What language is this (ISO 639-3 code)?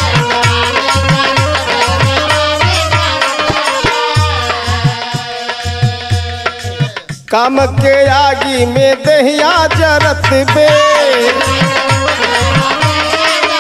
bho